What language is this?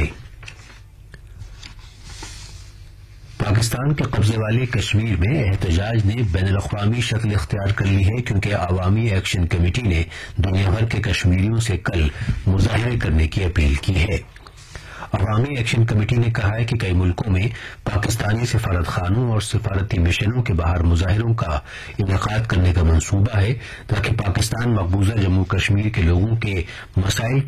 Urdu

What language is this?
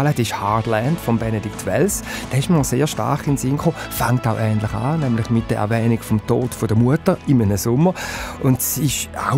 Swiss German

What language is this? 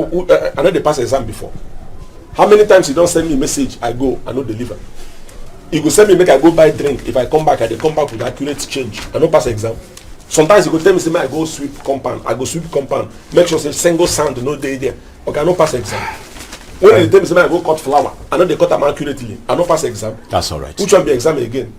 Nigerian Pidgin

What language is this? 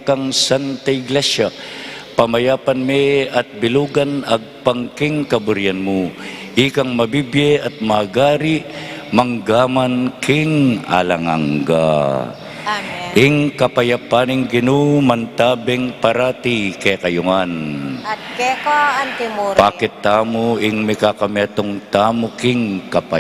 Pampanga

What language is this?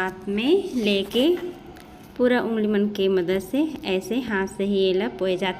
Chhattisgarhi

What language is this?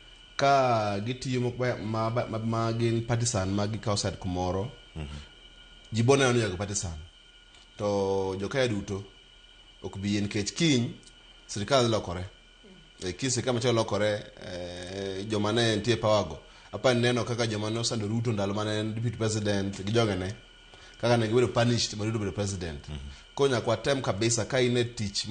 Luo (Kenya and Tanzania)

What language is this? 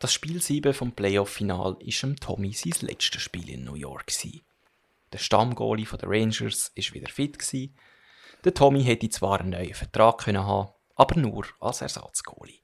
Swiss German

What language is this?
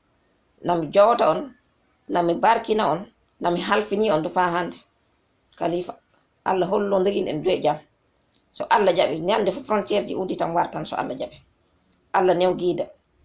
Fula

